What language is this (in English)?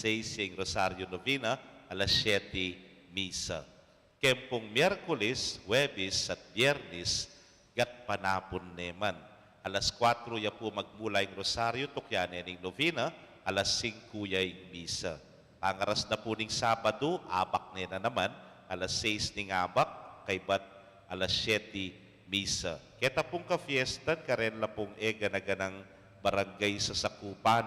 Pampanga